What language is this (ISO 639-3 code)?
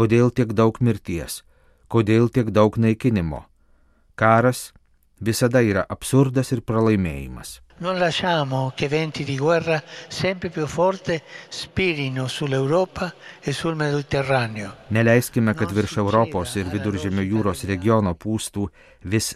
lit